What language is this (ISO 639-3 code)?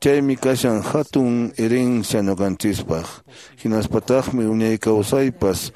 que